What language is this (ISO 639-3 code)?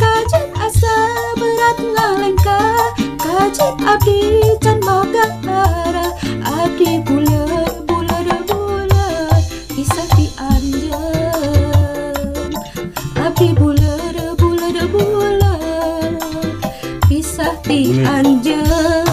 sun